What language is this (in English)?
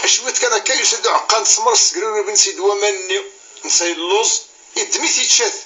Kabyle